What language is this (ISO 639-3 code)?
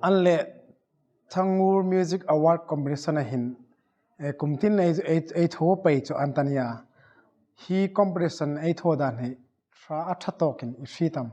hmr